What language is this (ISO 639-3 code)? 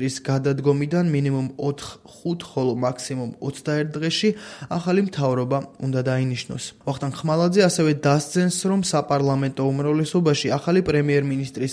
kat